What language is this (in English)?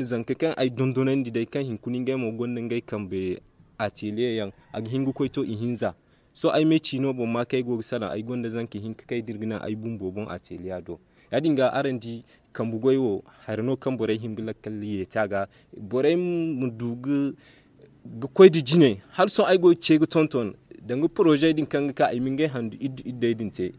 Zarma